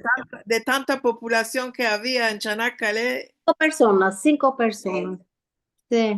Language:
Ladino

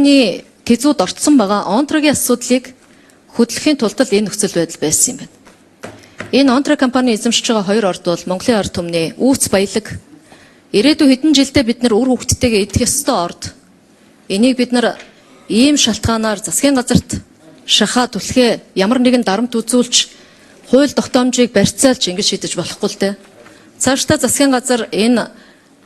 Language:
Mongolian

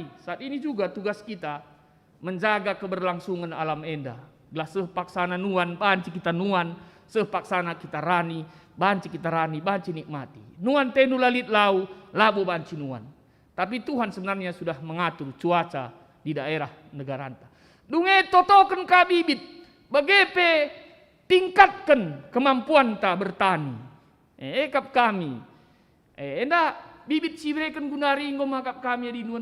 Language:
Batak Karo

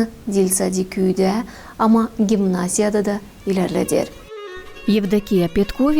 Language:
Gagauz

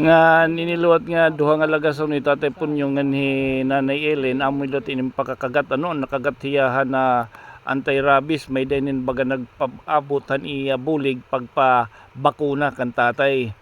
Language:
Waray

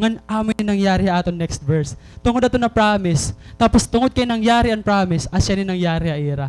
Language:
Waray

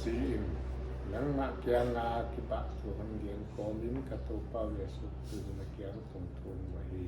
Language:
Paite Chin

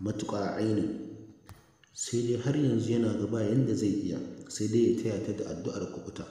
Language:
Hausa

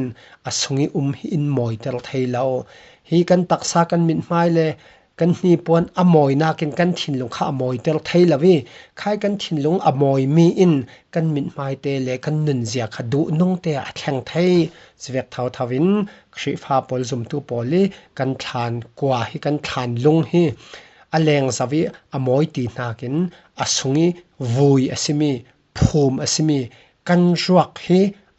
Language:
Falam Chin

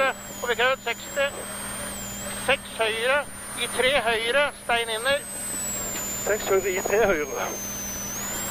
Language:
Norwegian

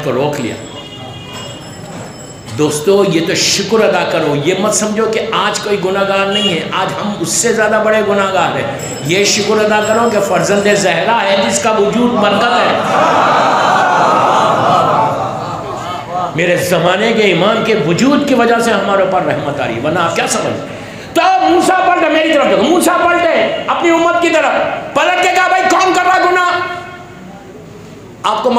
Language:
Urdu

